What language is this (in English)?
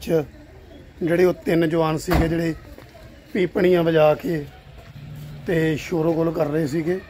Punjabi